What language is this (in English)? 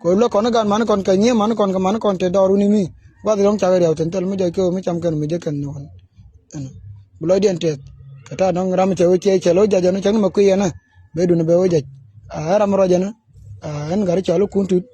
Nuer